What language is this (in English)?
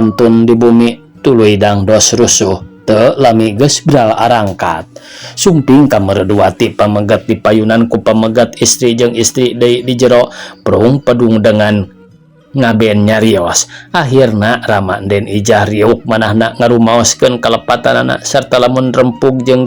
Sundanese